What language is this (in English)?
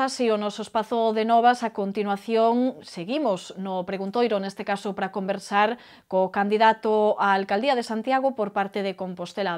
Galician